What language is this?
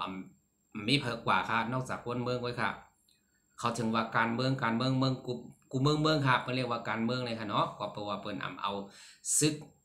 Shan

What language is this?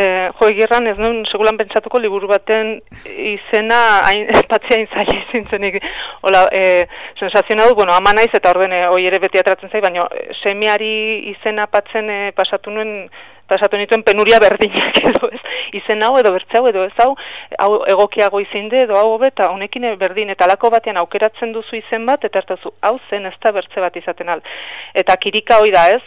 Basque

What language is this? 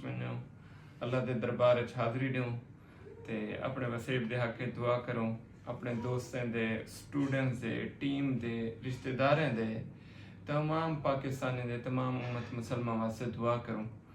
Saraiki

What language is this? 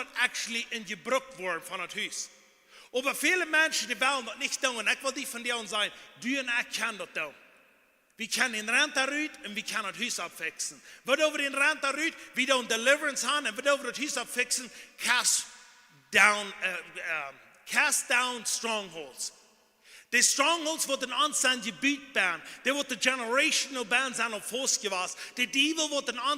Plautdietsch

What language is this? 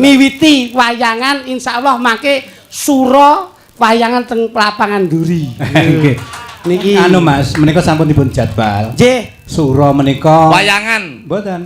Javanese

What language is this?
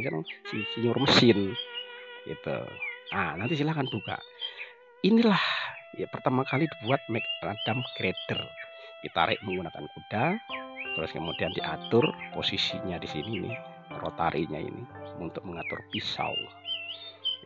Indonesian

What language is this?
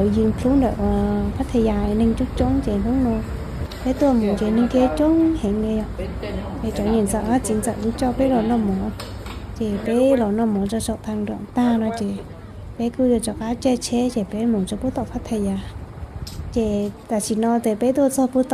Hmong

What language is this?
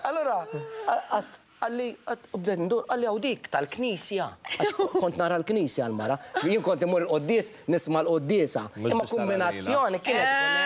Maltese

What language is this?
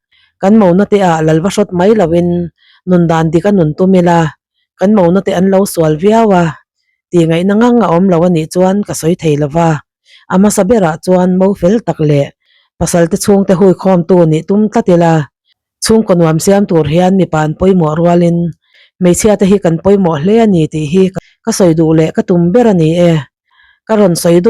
Mizo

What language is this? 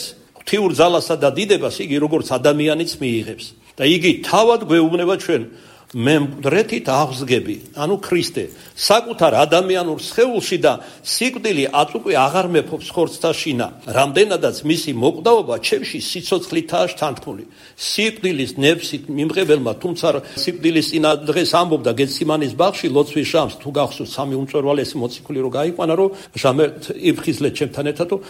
Georgian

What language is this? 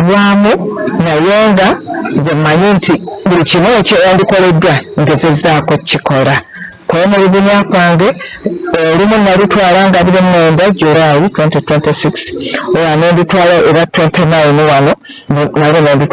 Ganda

